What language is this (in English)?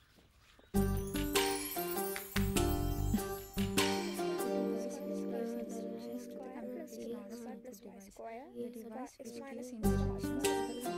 Malayalam